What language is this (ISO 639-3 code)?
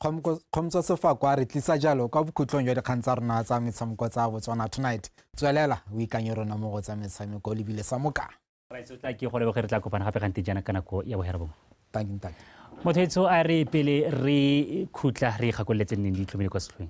tsn